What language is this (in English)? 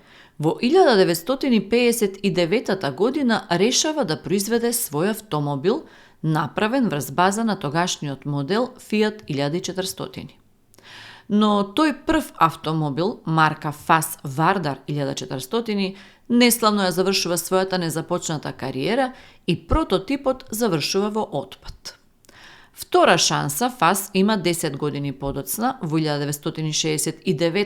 Macedonian